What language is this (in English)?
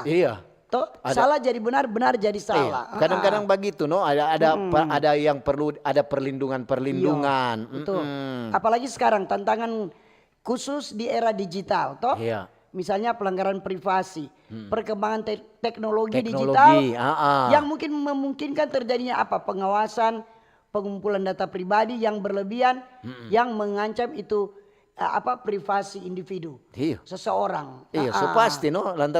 Manado Malay